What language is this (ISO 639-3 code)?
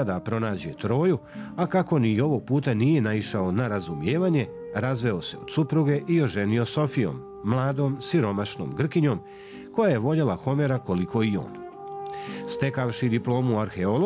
srp